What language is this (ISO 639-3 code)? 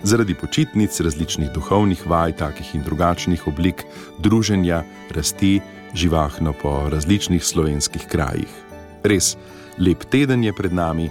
slv